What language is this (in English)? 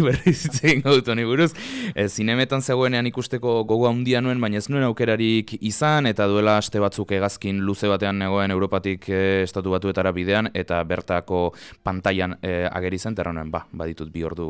Basque